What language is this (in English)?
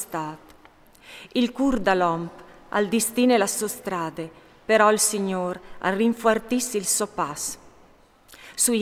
Friulian